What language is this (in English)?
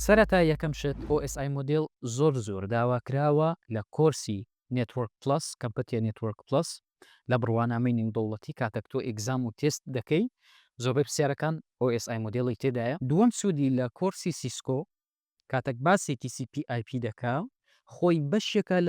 Central Kurdish